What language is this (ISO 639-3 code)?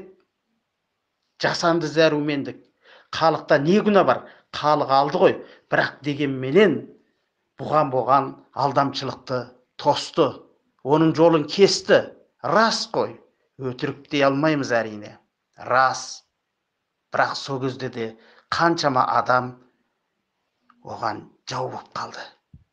kaz